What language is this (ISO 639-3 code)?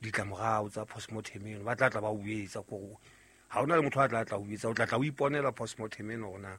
sot